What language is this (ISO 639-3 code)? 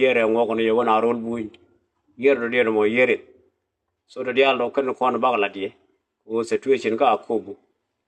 nus